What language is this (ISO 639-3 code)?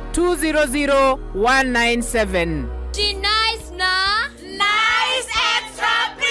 mer